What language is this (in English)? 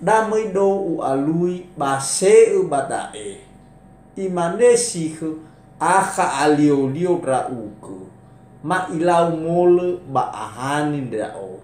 Nias